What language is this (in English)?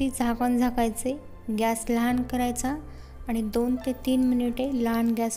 Marathi